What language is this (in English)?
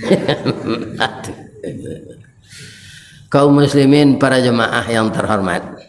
Minangkabau